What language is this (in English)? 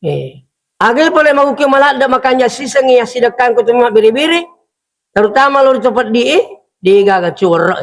Buginese